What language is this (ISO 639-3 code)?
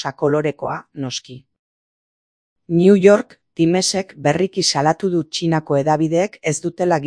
eus